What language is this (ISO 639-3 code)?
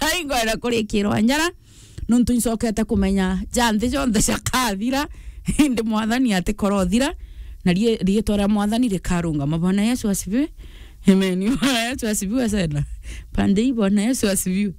mer